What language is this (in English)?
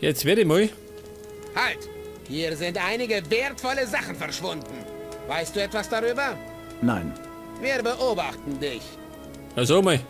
Bavarian